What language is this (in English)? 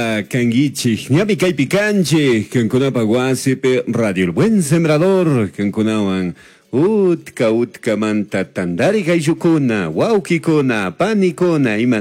Chimborazo Highland Quichua